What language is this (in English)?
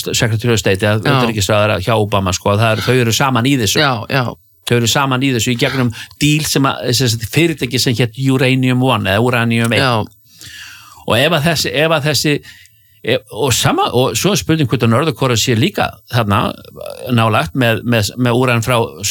Icelandic